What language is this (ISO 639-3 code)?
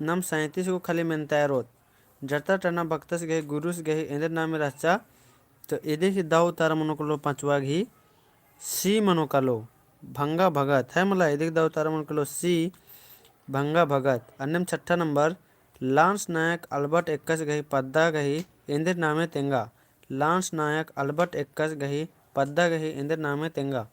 kru